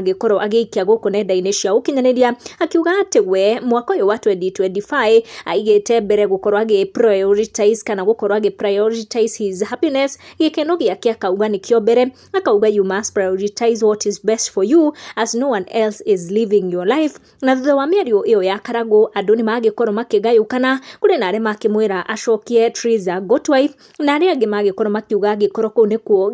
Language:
Kikuyu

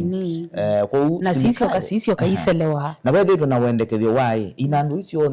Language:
Kamba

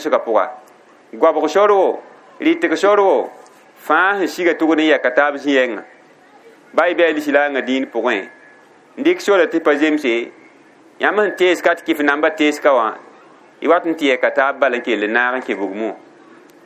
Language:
Mossi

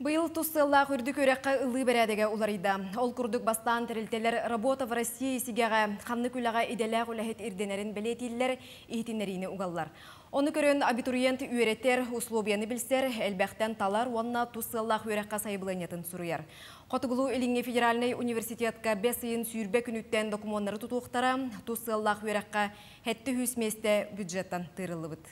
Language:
Yakut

